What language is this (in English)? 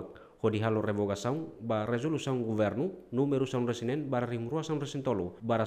Tetum